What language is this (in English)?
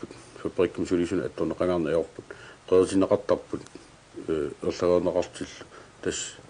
Kalaallisut